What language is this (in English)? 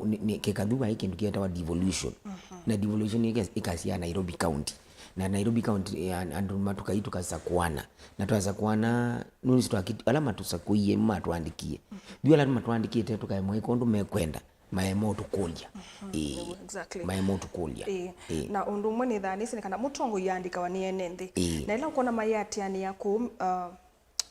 Kamba